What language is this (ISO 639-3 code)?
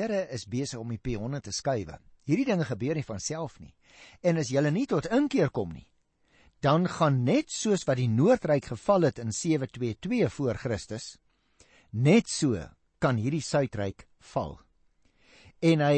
afr